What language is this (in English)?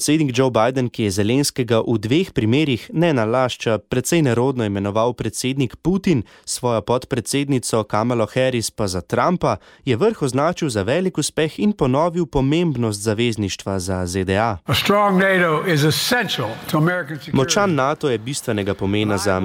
Slovenian